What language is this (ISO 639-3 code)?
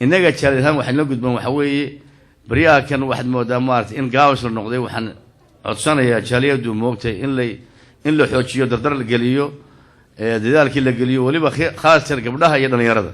som